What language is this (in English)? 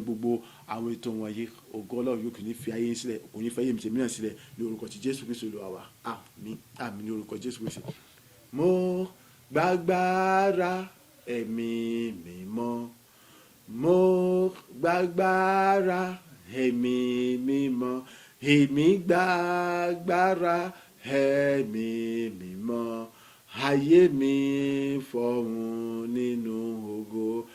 Yoruba